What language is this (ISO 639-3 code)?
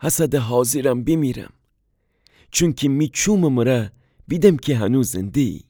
glk